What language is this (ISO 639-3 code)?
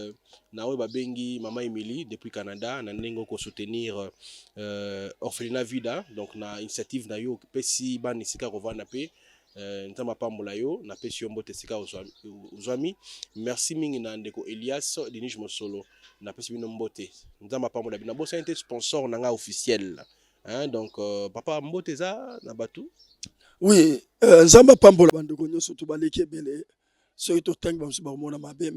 lin